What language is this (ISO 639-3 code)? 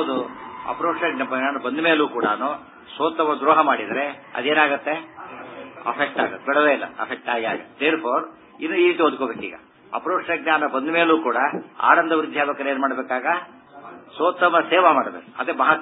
kan